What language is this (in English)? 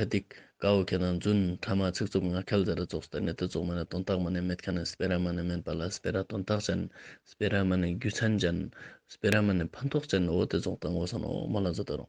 Ladakhi